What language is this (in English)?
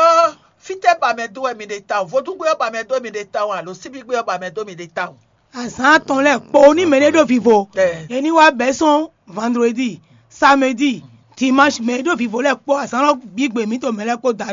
Fon